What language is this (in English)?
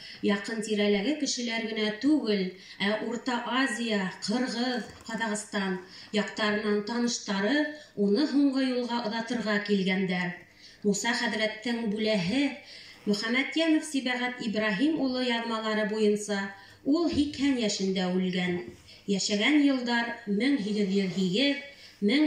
Bashkir